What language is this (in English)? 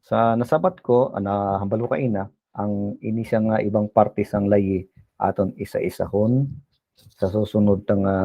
Hiligaynon